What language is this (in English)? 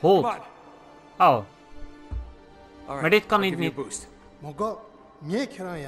Dutch